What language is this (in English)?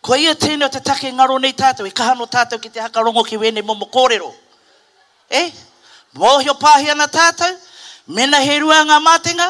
Māori